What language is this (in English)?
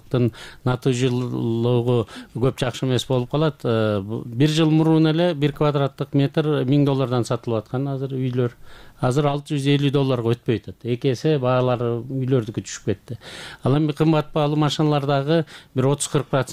Kyrgyz